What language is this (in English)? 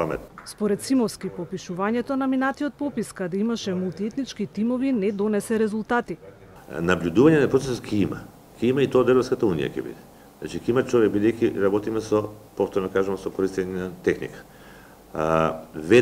Macedonian